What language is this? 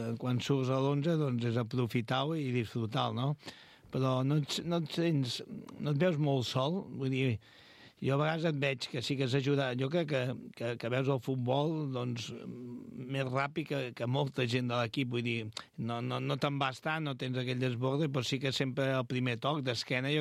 Catalan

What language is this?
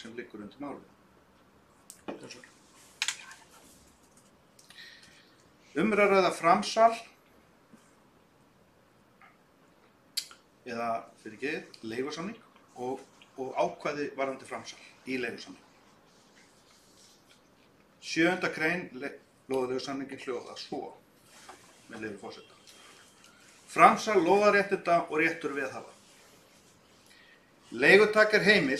Icelandic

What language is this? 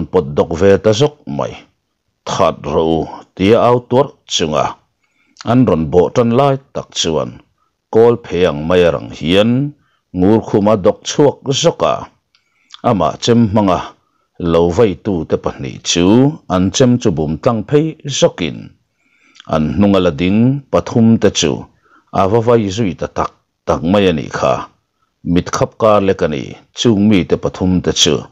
Mizo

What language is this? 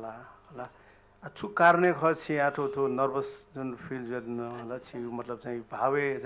Newari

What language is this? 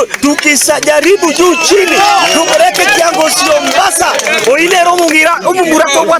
Gusii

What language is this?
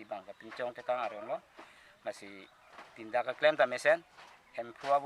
Karbi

